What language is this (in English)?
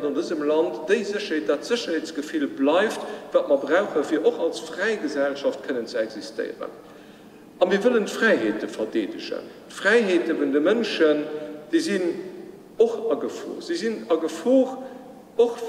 Luxembourgish